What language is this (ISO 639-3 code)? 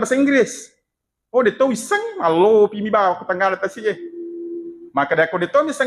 bug